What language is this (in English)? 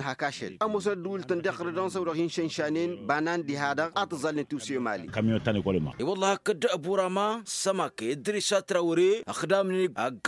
Tamasheq